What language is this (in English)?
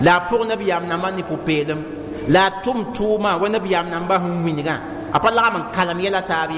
Mossi